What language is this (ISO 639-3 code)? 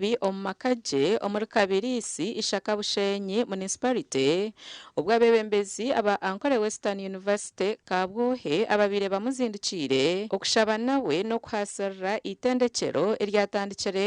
nyn